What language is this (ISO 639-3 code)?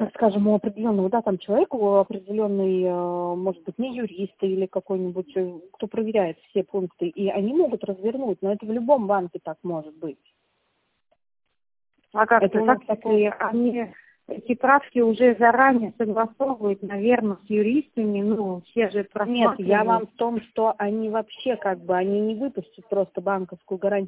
rus